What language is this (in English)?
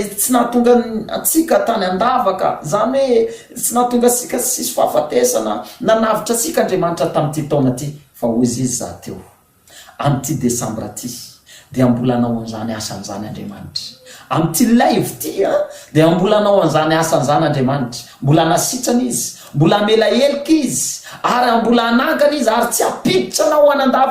Malagasy